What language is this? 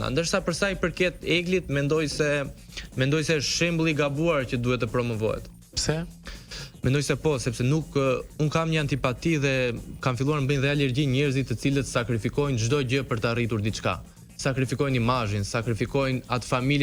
Albanian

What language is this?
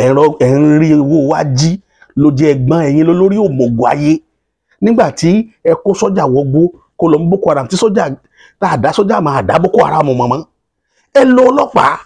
Yoruba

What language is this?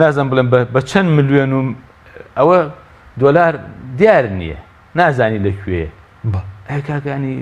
Central Kurdish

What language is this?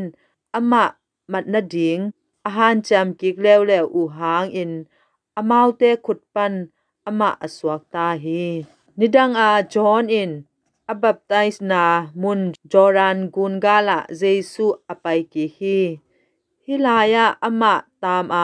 Tedim Chin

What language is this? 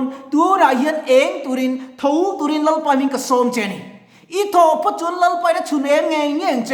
Mizo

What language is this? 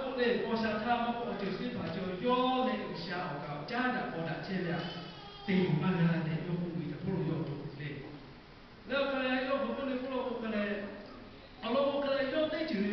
Lahu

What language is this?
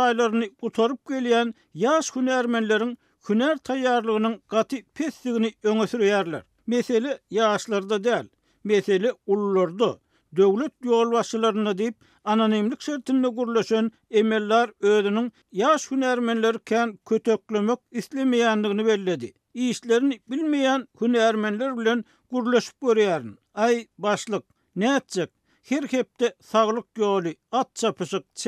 Turkmen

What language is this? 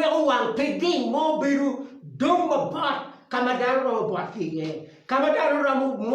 Acoli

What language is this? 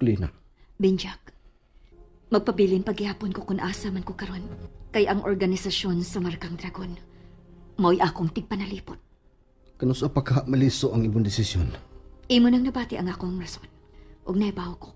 Cebuano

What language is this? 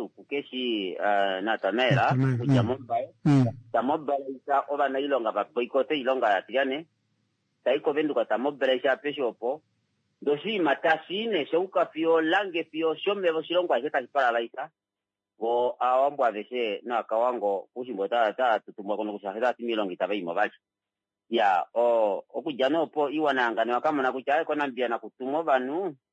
Kuanyama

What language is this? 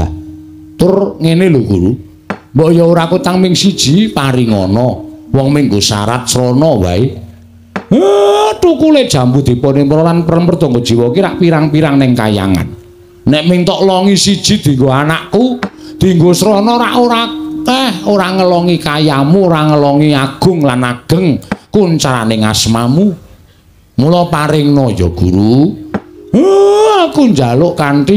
Javanese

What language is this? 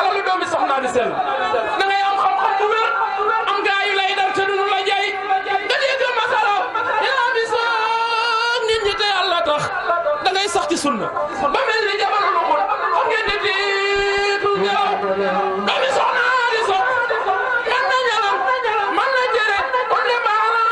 Wolof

